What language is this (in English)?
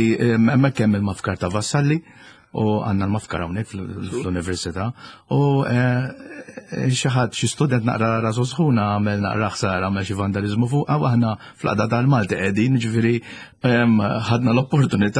Maltese